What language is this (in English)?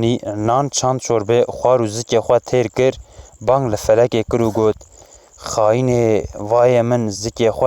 Kurdish